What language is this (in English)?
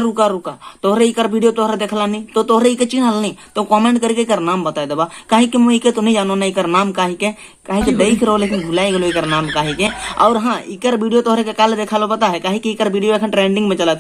Sadri